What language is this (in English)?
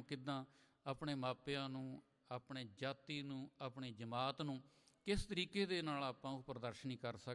Punjabi